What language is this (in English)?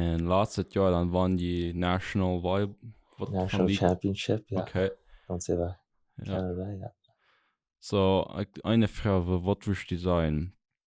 Plautdietsch